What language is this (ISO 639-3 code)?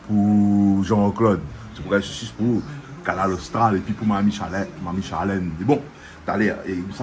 rcf